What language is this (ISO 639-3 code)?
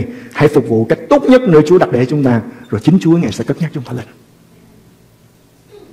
vie